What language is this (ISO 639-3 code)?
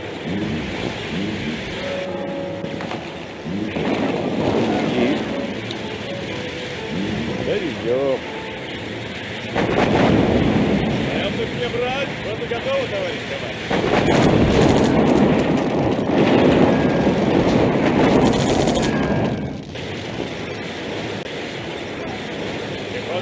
rus